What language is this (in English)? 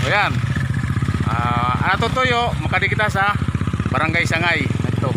Waray